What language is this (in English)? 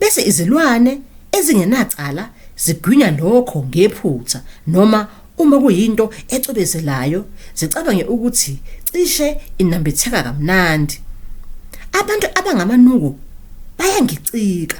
Zulu